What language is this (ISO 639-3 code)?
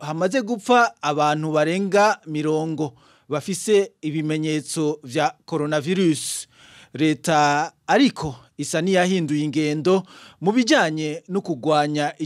run